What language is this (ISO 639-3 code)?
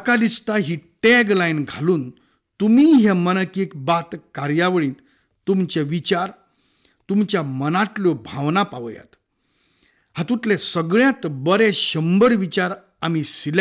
kok